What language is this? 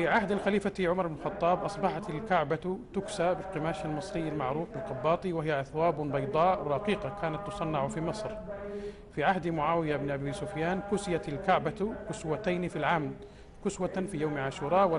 Arabic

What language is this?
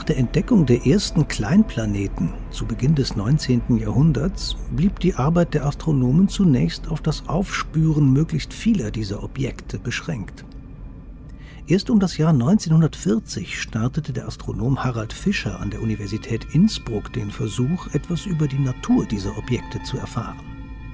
German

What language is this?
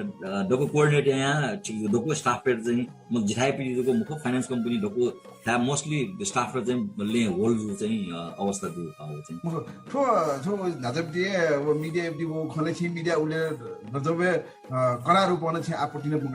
Newari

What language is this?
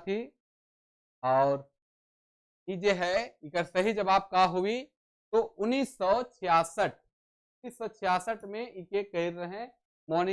Sadri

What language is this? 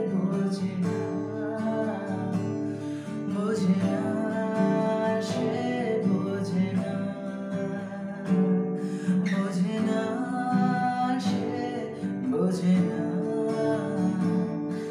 Bangla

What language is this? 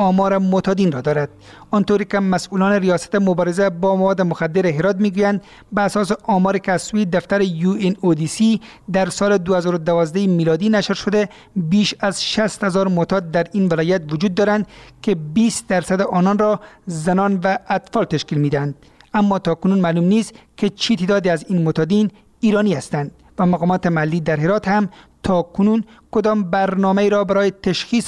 Persian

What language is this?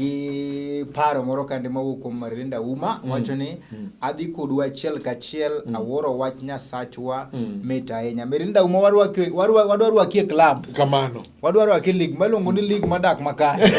Luo (Kenya and Tanzania)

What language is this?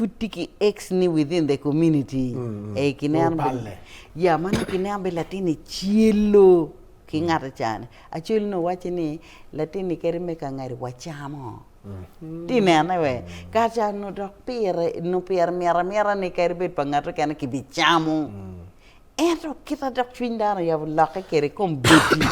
Acoli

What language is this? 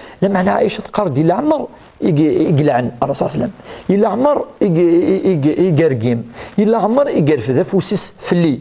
Kabyle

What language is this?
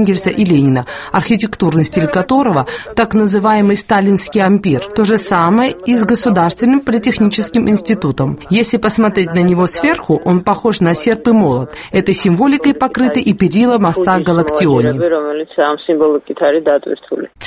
Russian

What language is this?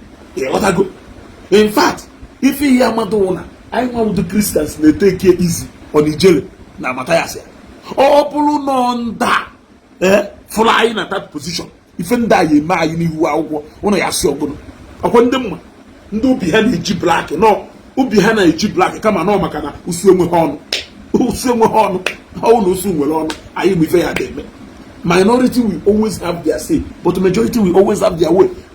Igbo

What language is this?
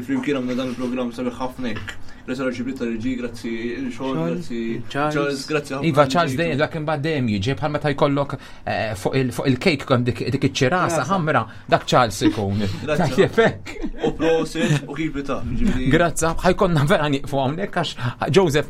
Maltese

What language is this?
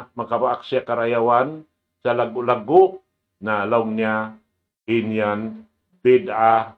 Tausug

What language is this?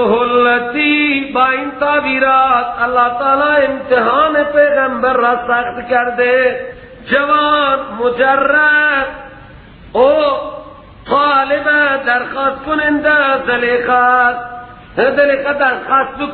Persian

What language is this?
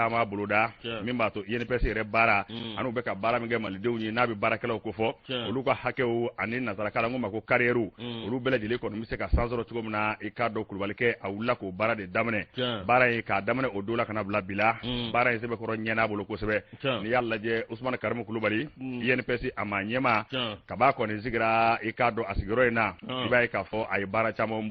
Bambara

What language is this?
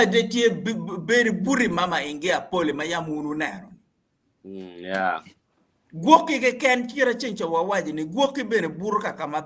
Acoli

